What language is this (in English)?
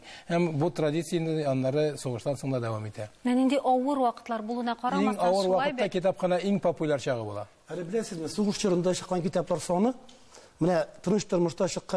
Tatar